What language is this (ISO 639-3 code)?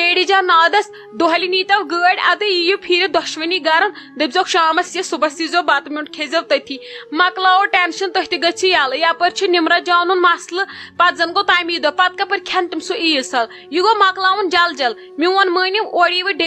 kas